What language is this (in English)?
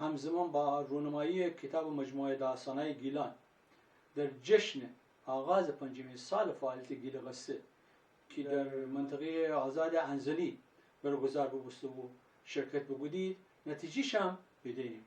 Gilaki